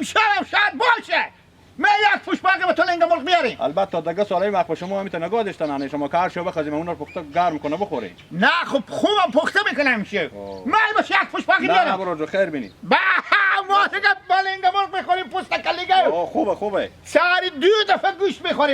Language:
Hazaragi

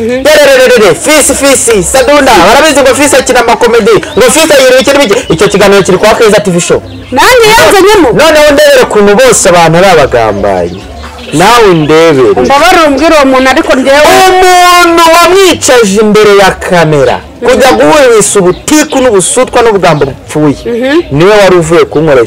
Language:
Kinyarwanda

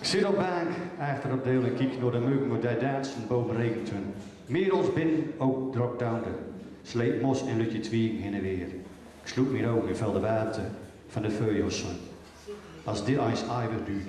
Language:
Gronings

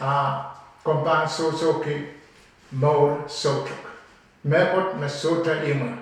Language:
Pohnpeian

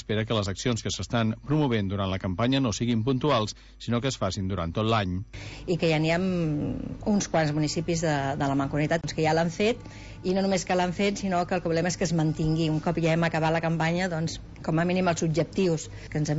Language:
Catalan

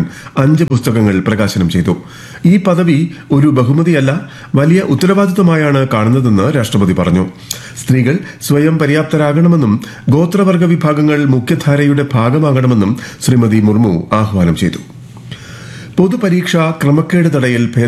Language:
Malayalam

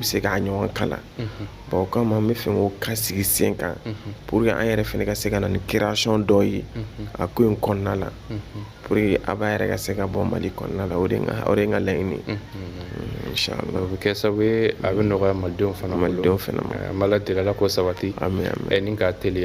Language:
Bambara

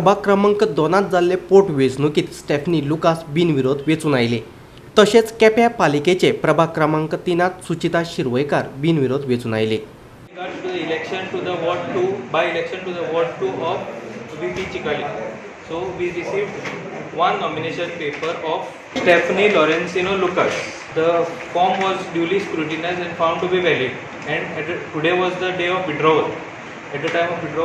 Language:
Konkani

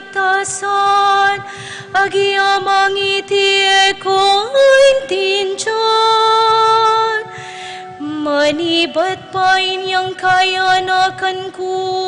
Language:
Pampanga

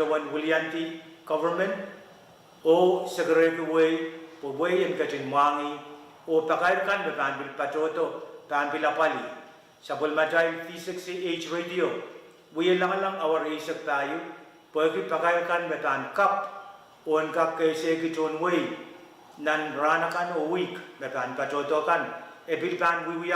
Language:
Pohnpeian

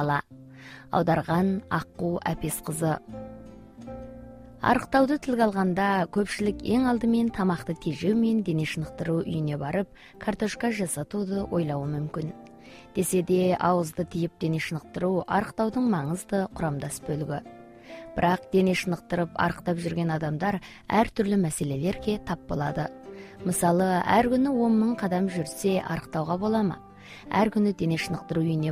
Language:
Kazakh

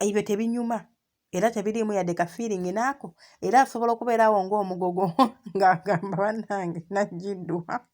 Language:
Ganda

